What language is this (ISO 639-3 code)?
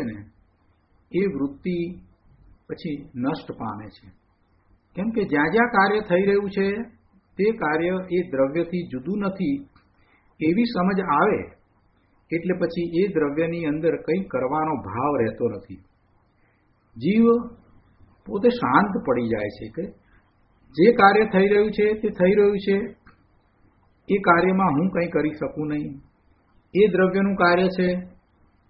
guj